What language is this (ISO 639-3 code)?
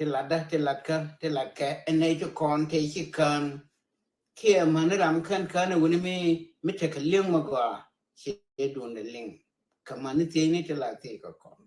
nus